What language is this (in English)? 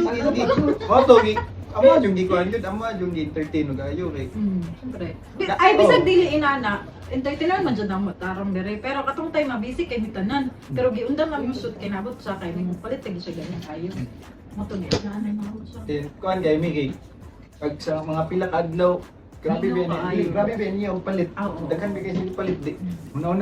Cebuano